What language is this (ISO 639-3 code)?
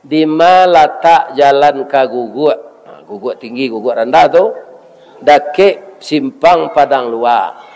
min